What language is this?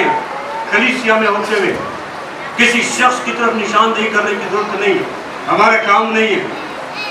Urdu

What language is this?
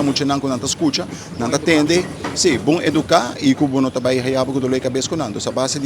Papiamento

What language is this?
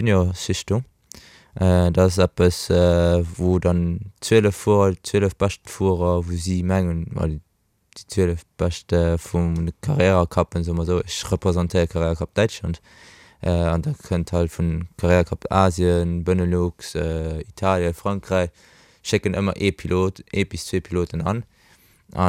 Luxembourgish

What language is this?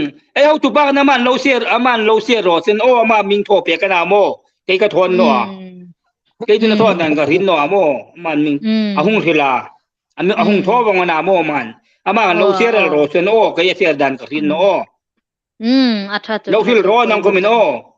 Hmar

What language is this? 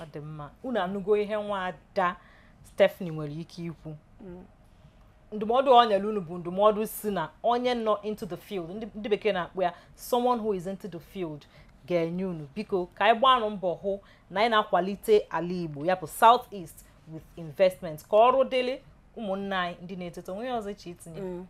Igbo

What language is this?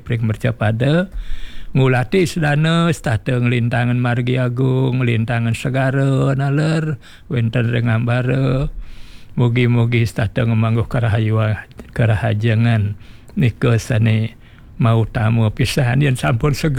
Balinese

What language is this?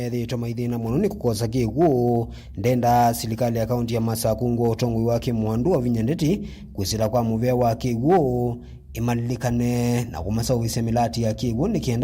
Kamba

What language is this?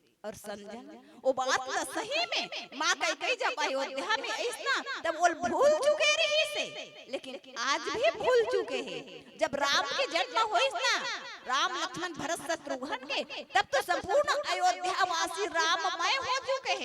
Chhattisgarhi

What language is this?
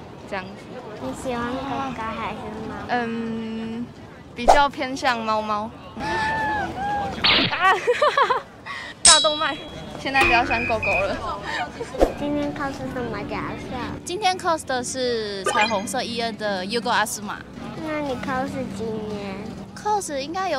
Chinese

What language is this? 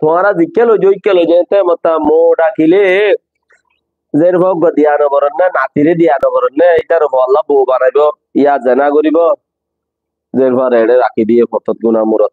Rohingya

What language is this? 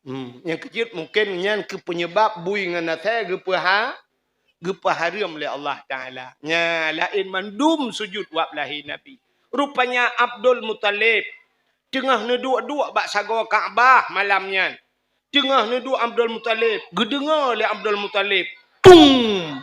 Achinese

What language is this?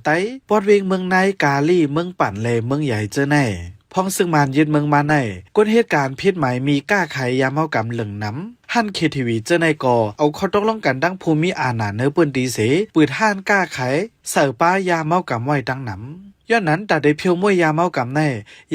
Shan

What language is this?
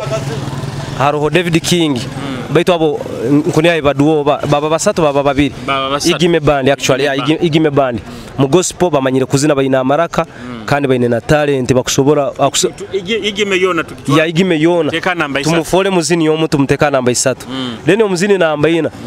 Nyoro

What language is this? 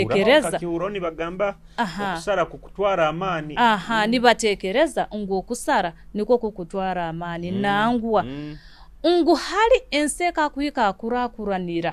Nyoro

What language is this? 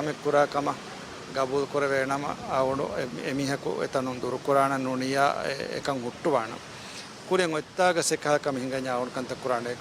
Divehi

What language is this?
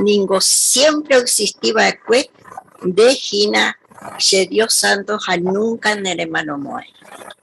Guarani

